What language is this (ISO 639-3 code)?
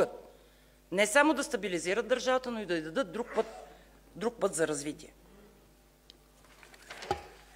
bul